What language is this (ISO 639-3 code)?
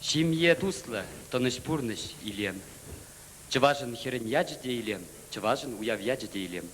chv